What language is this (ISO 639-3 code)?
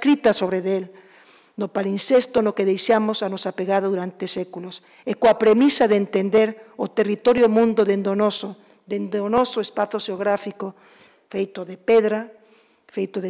glg